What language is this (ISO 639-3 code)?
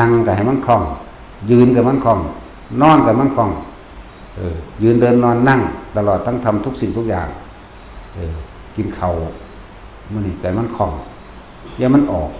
lao